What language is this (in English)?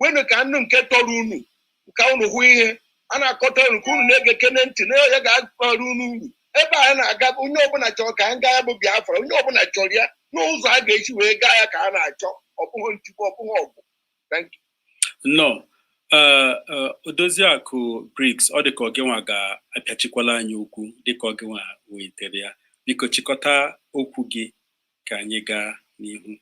Igbo